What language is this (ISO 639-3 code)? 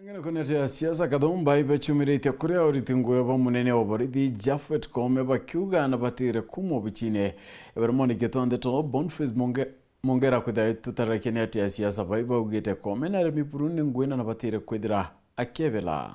mer